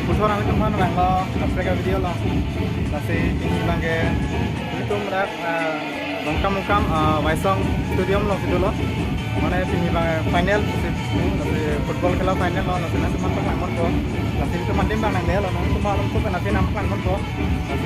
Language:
Karbi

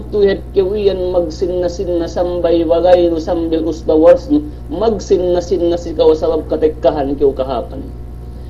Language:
Yakan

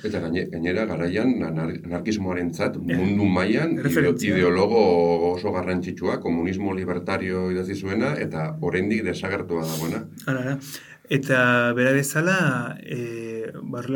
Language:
Basque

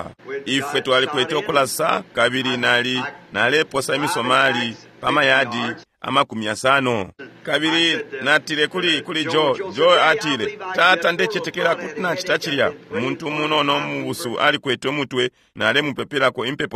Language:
Bemba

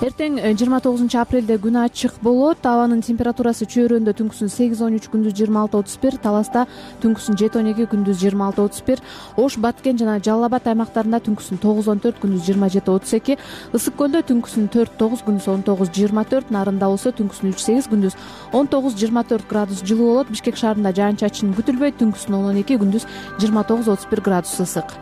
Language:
Kyrgyz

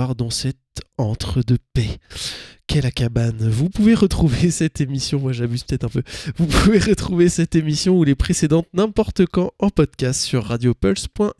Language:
French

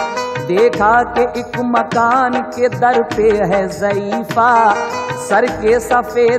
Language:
Hindi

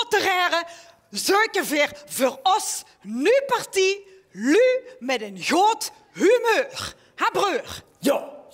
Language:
Limburgish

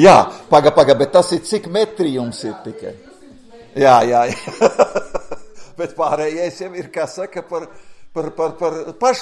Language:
Latvian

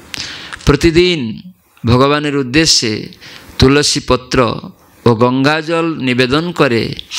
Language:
Bangla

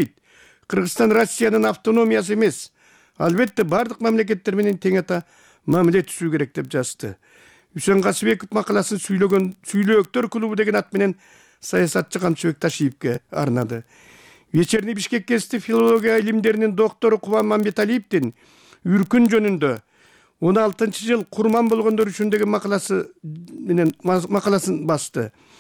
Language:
Kyrgyz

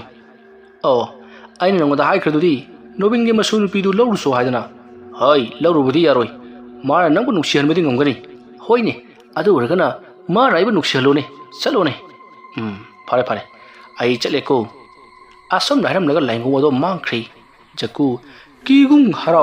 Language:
Manipuri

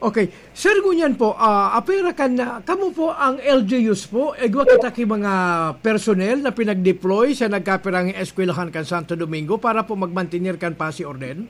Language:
Bikol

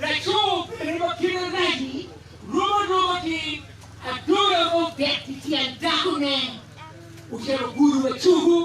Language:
Acoli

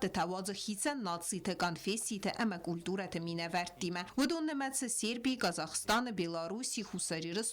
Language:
Ossetic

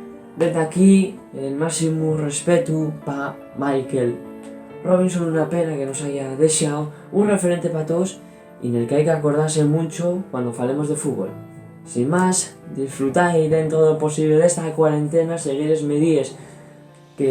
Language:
Asturian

